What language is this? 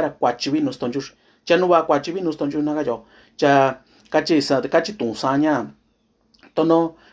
Mixtepec Mixtec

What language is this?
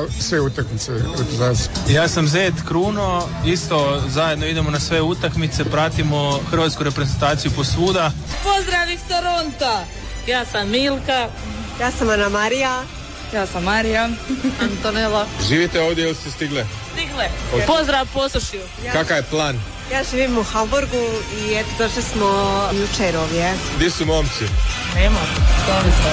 Croatian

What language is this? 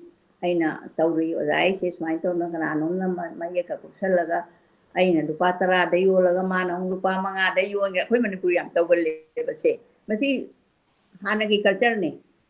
Manipuri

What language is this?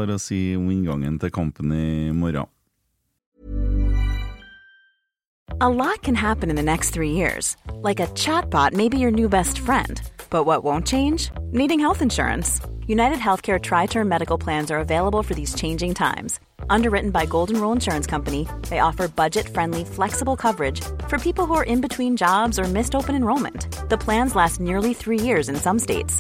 Norwegian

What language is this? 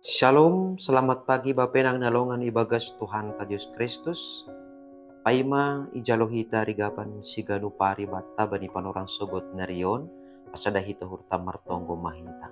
Batak Simalungun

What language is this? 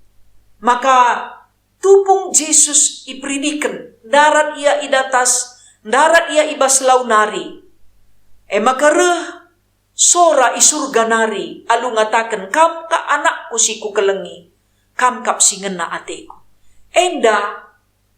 Batak Karo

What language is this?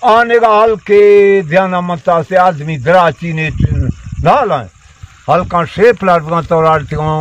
Baluchi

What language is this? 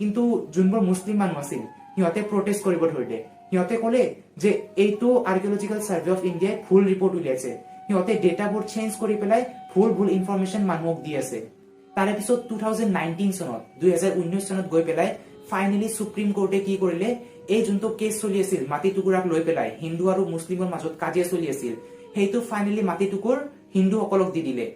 Assamese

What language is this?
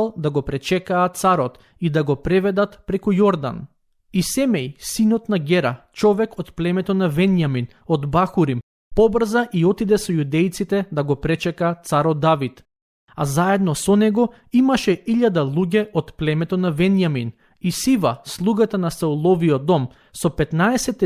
Macedonian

